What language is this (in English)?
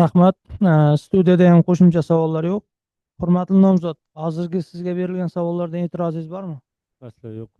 Uzbek